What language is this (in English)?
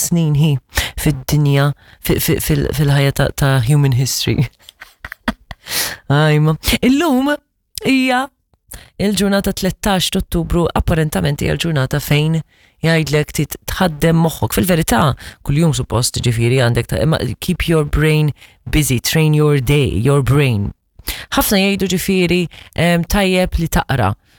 Maltese